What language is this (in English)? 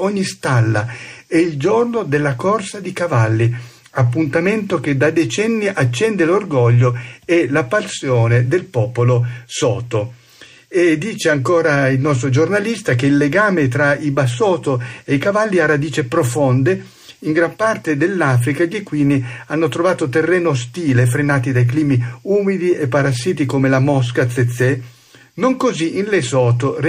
Italian